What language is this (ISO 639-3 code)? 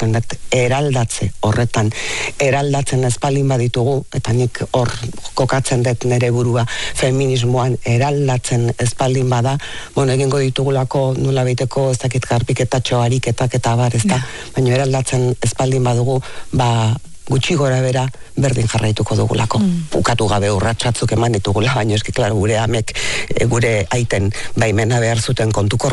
eus